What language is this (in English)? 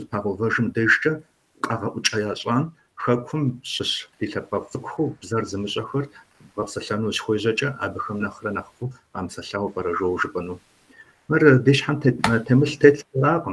Kabardian